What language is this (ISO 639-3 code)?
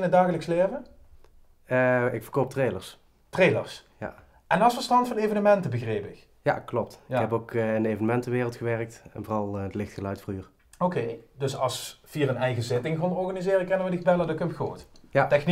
lim